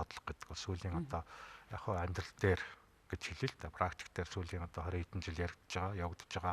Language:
Mongolian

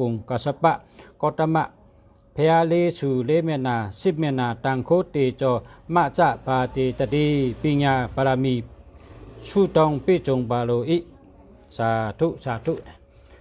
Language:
Shan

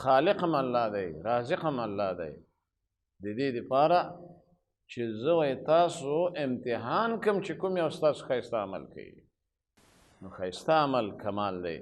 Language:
Pashto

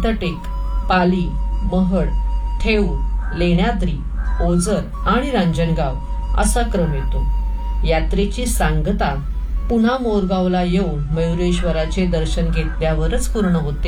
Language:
Marathi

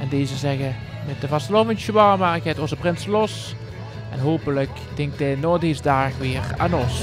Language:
Limburgish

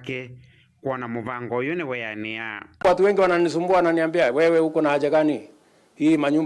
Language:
Kamba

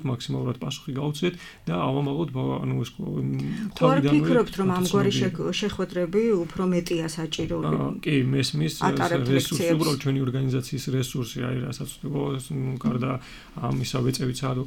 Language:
Georgian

